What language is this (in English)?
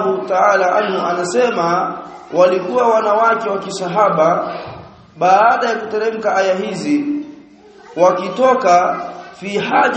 Swahili